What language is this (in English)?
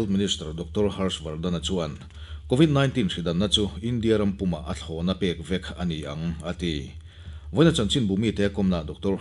Mizo